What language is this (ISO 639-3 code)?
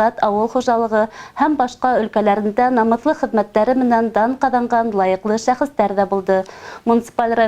bak